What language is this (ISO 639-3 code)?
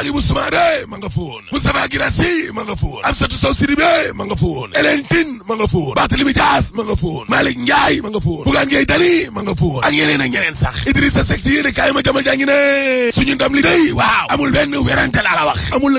wol